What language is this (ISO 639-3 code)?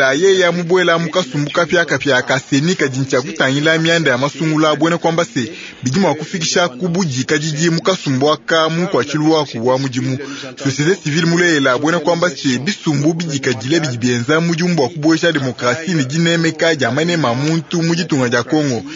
lua